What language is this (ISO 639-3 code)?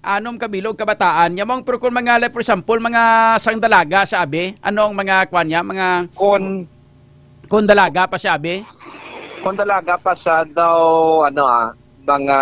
hil